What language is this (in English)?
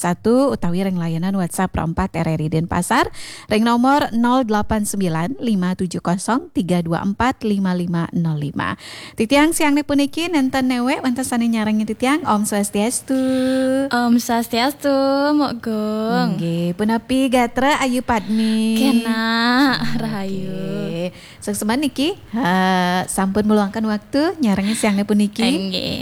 Balinese